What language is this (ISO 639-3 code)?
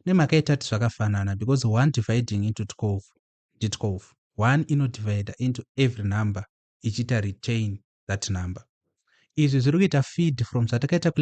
sna